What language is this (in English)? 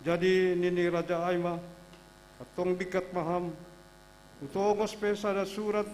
Batak Simalungun